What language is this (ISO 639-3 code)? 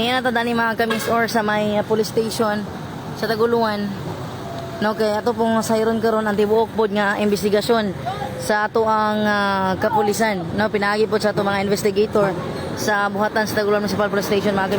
ceb